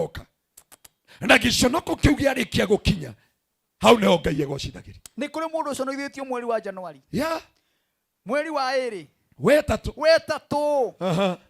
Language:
Kikuyu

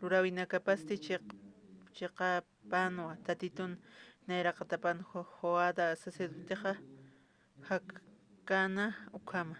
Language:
Aymara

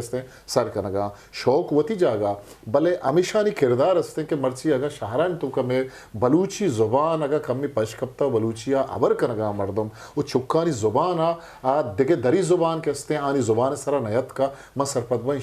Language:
Eastern Balochi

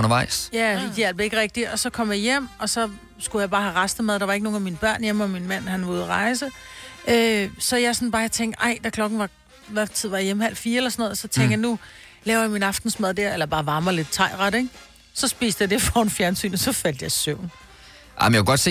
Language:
Danish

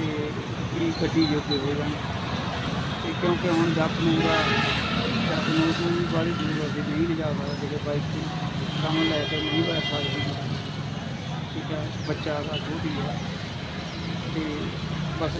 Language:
Punjabi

